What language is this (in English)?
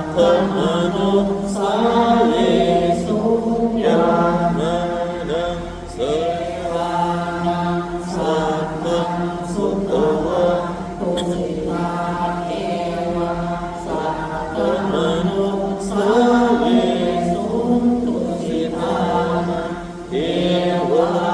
Pali